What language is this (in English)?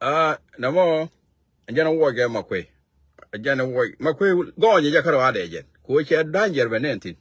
Nuer